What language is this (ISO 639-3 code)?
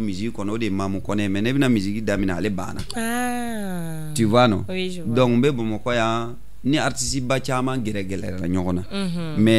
bam